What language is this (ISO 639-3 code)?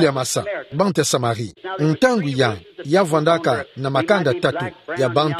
ktu